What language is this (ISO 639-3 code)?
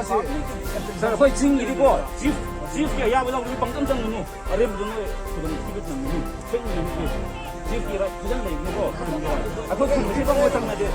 mni